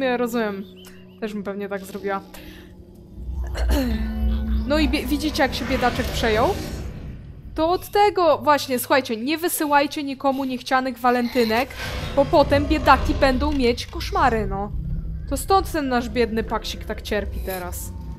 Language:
Polish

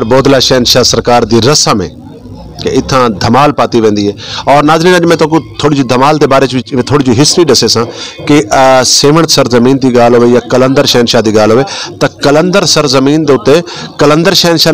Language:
Saraiki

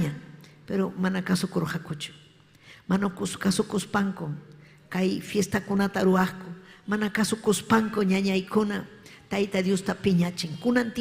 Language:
Ayacucho Quechua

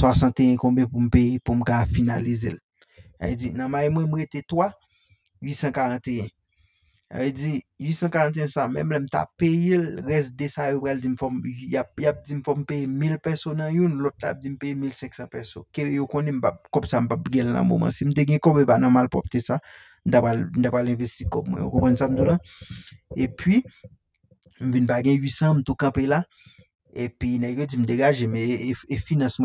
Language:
Haitian Creole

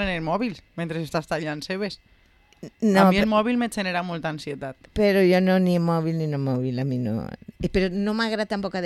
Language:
Catalan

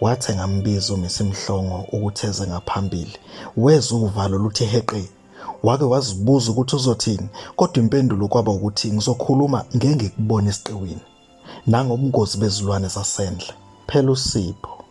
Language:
Zulu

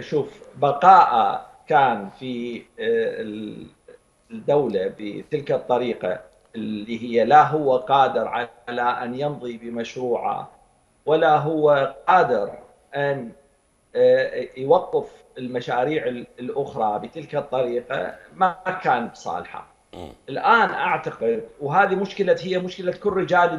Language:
Mesopotamian Arabic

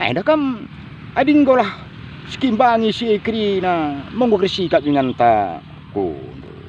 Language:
Batak Karo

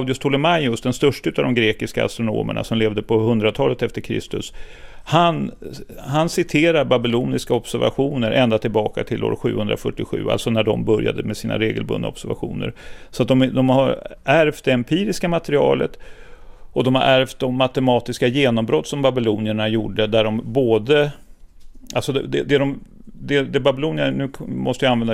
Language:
Swedish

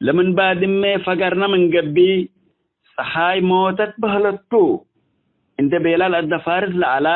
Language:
Tigre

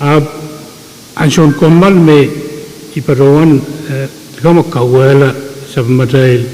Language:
Pohnpeian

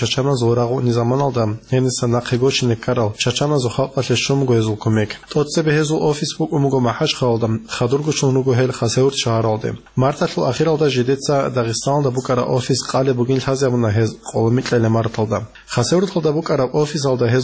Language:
Avaric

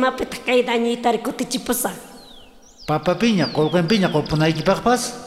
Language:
South Bolivian Quechua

